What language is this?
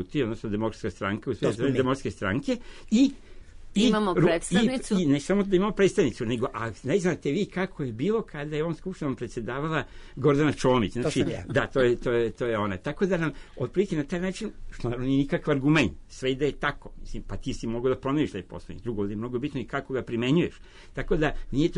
Serbian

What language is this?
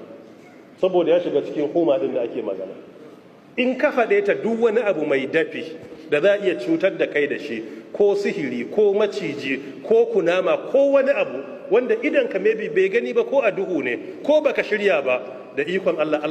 Hausa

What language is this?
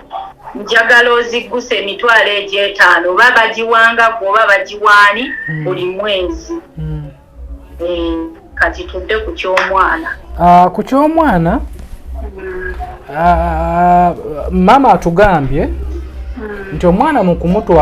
Ganda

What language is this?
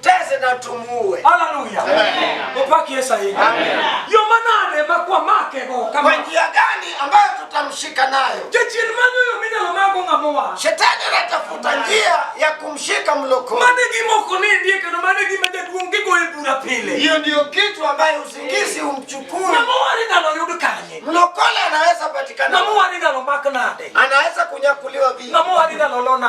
Luo (Kenya and Tanzania)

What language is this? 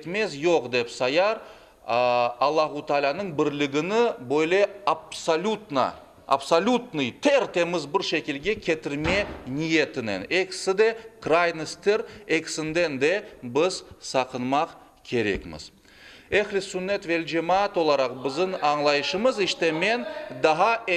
Crimean Tatar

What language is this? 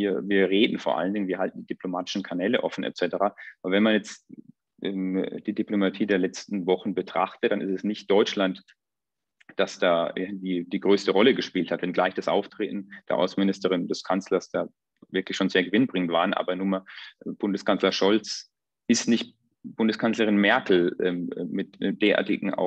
German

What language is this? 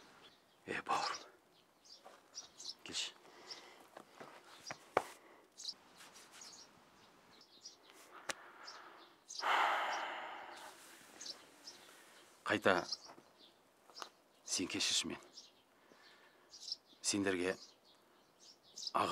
Kazakh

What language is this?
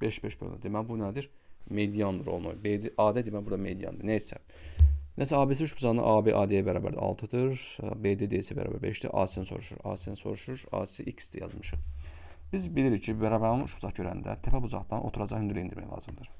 Azerbaijani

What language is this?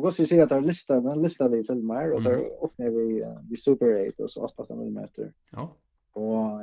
Faroese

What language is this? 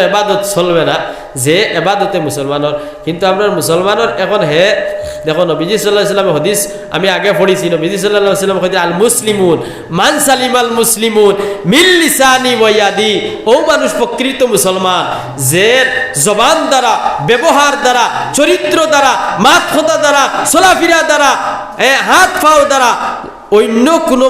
Sylheti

